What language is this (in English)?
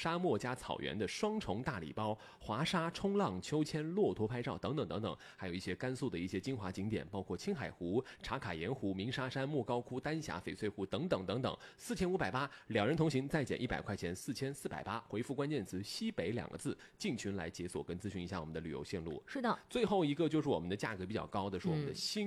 Chinese